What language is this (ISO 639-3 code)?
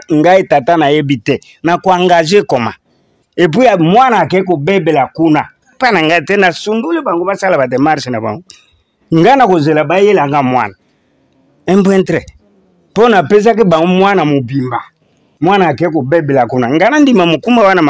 lin